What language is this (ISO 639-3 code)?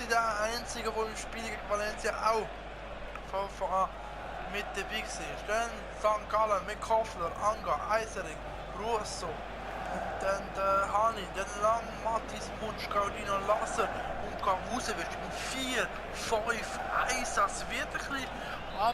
gsw